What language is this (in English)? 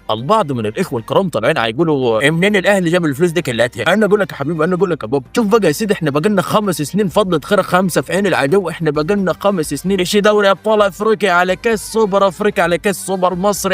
Egyptian Arabic